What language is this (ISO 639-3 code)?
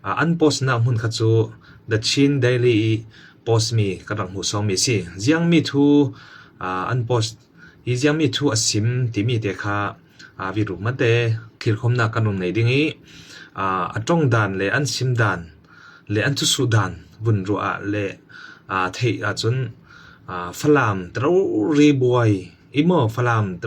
cfm